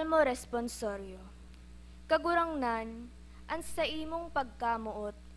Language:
Bikol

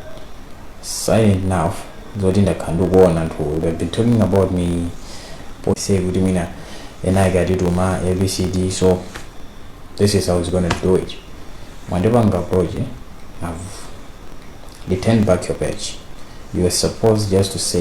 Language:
Nyanja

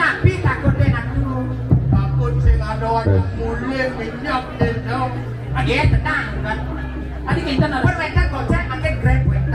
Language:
Balinese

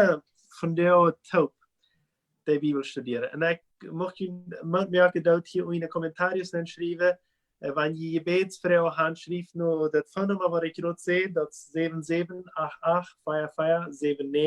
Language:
Plautdietsch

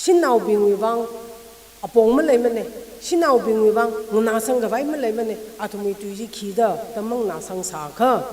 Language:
Tangkhul Naga (India)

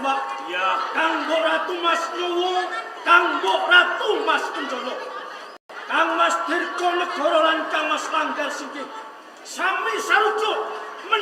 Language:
Javanese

